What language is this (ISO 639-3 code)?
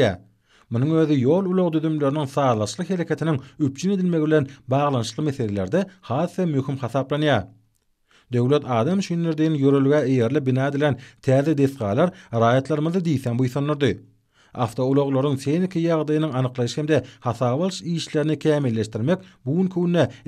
tuk